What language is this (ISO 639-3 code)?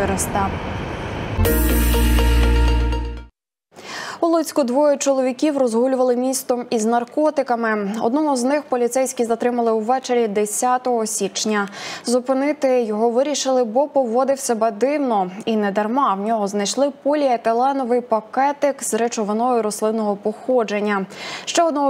ukr